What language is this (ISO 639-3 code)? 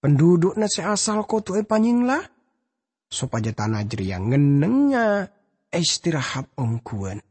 mad